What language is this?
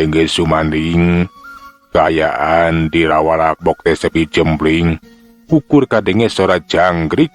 Sundanese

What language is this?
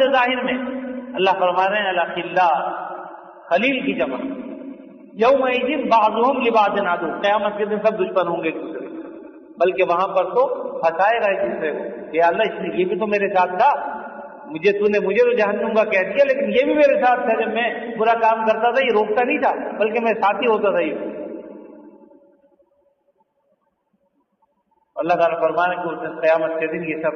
Urdu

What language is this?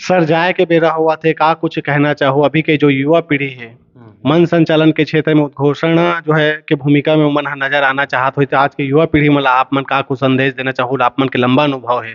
Chhattisgarhi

